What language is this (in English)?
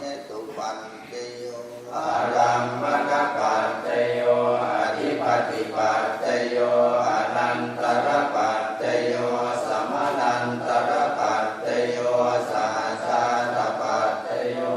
Pali